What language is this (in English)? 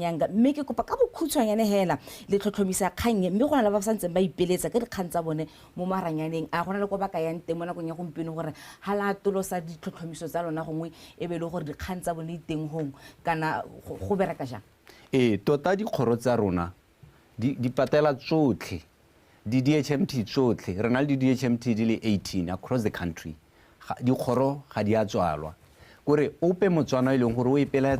Tswana